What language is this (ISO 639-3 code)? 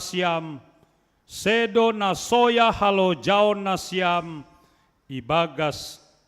bts